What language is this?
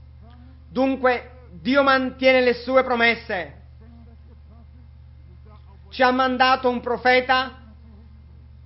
Italian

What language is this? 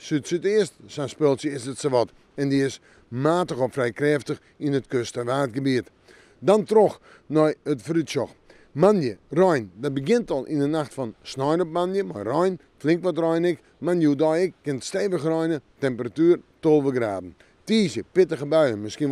Western Frisian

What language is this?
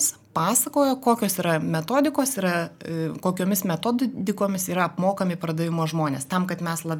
Lithuanian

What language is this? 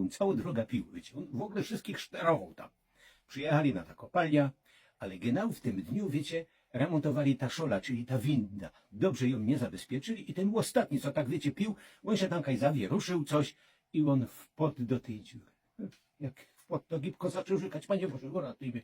Silesian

